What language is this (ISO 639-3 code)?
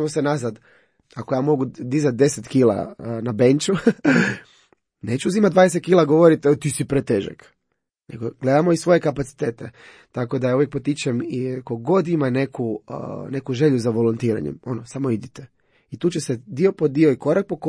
hrv